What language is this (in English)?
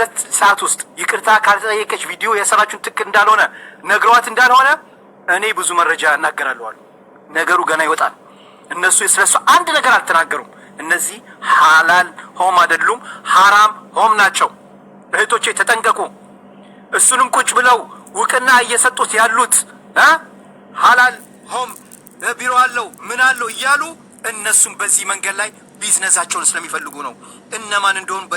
Amharic